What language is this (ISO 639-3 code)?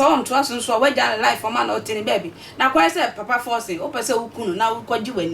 aka